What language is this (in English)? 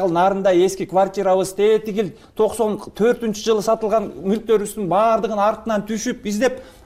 Kyrgyz